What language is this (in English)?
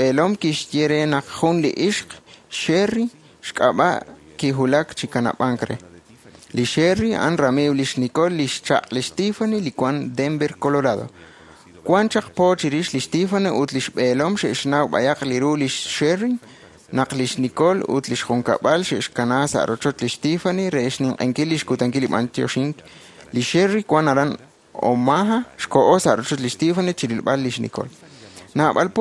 Kekchí